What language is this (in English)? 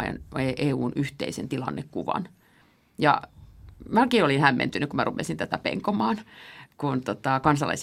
Finnish